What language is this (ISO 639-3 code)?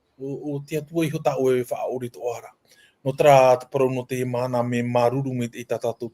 tah